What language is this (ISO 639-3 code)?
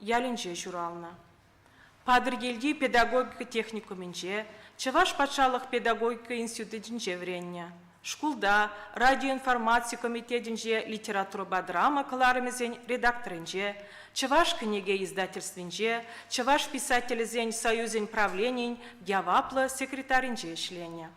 chv